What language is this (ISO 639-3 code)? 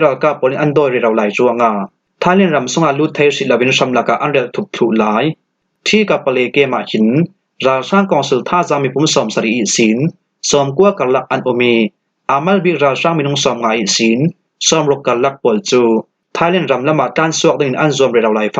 cfm